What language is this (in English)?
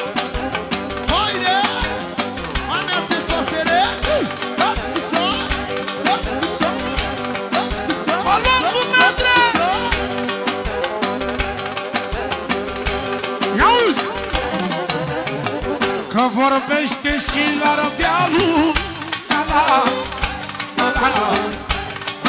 Romanian